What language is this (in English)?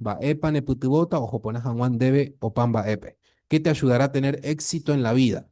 Guarani